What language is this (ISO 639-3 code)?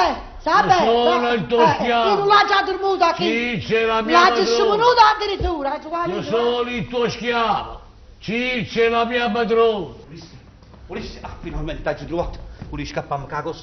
nap